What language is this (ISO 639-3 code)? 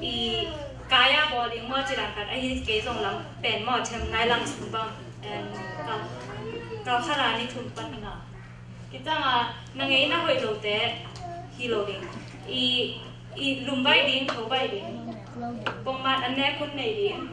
ctd